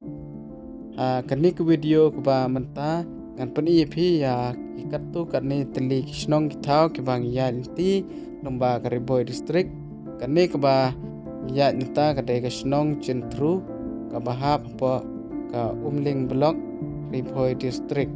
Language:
Khasi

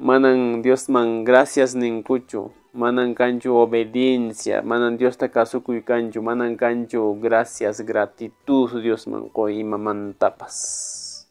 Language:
Quechua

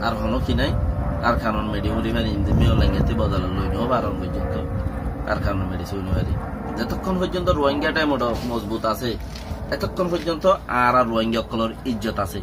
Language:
Rohingya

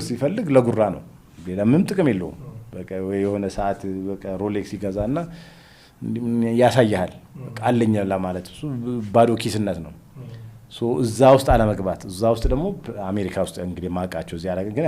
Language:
Amharic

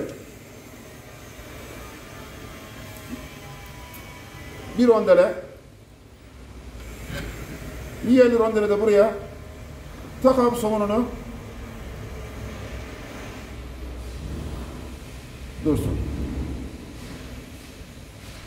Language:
Turkish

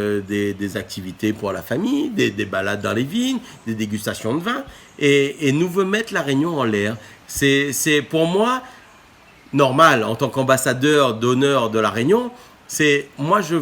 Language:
Réunion Creole French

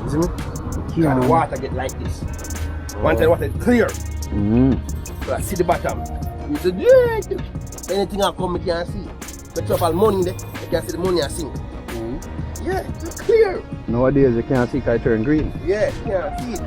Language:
Jamaican Creole English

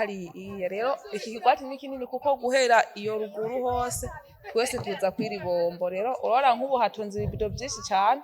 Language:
Rundi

